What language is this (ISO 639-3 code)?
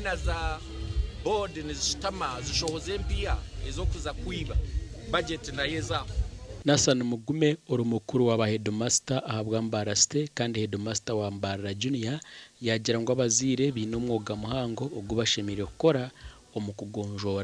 nyn